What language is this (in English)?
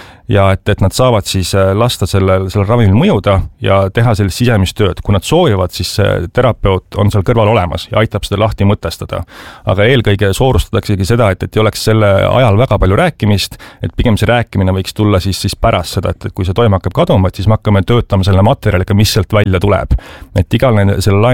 Estonian